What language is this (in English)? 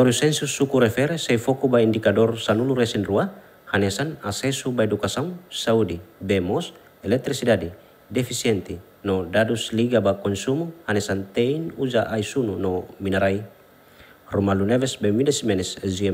Tetum